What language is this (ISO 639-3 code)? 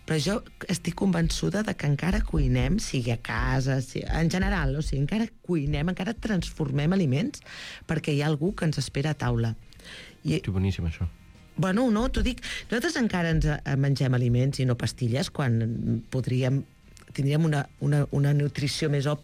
cat